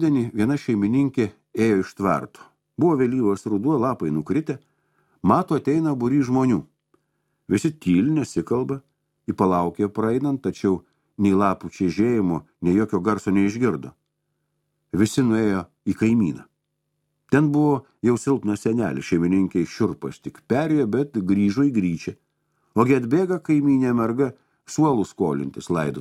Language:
Lithuanian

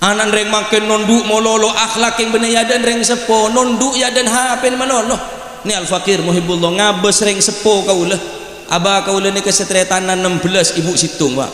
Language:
Madurese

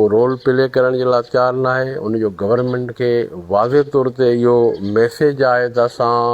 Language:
Sindhi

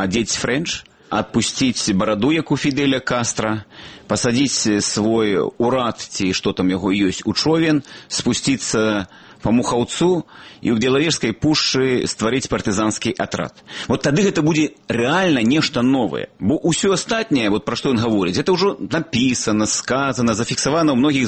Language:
Belarusian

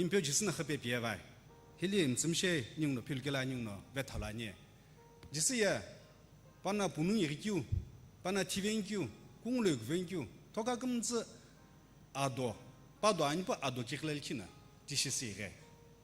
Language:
Sumi Naga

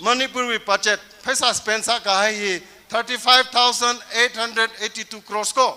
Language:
Tangkhul Naga (India)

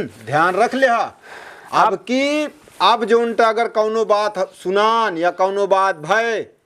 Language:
Awadhi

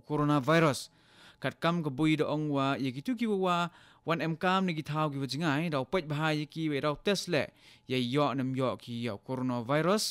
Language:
Khasi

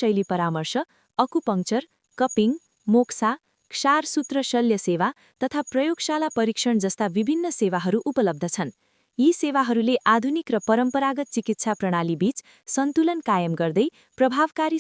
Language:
Nepali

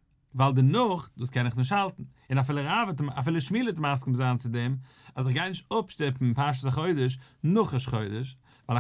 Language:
Yiddish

